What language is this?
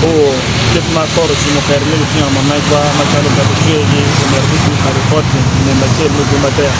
Acoli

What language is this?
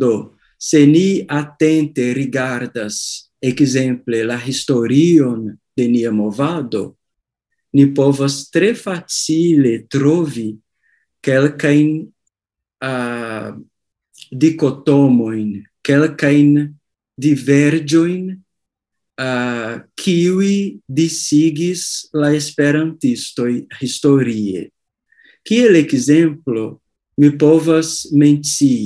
Esperanto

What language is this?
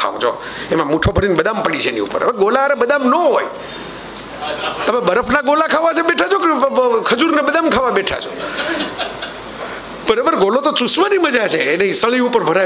Gujarati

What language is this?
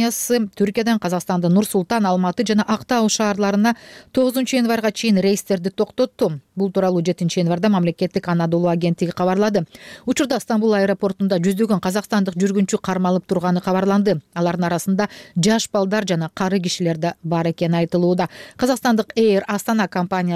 Kyrgyz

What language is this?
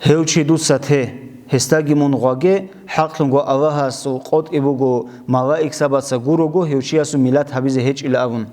Avaric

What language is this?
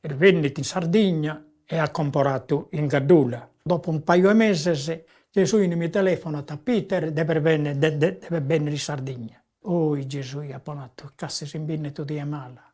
Sardinian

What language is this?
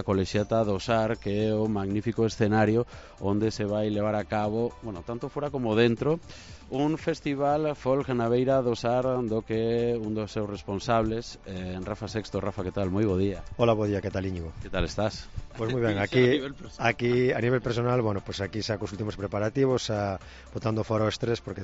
Galician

